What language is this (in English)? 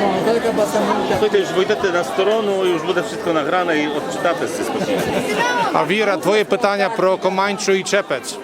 Rusyn